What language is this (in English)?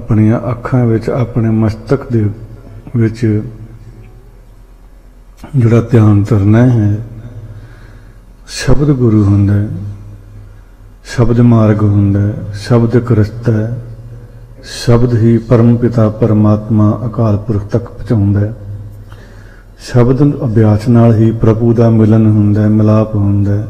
Punjabi